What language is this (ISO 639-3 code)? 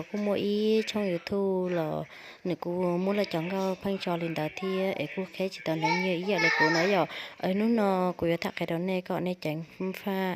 hmn